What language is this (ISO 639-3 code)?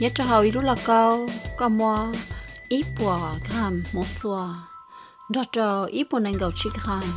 hmn